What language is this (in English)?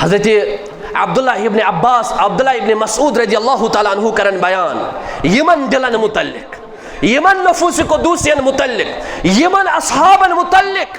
Kashmiri